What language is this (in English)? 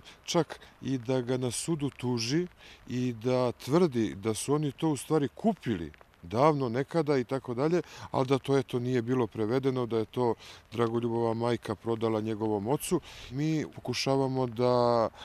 Serbian